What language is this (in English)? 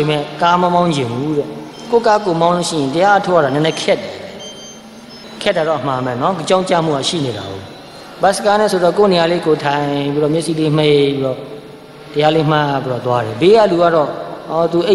Burmese